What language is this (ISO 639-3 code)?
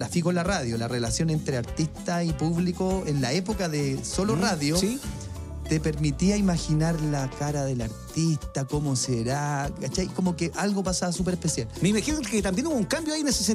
spa